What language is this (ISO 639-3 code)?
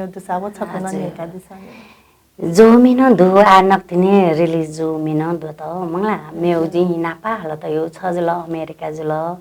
new